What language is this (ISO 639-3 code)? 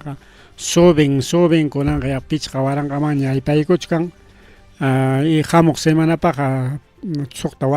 quy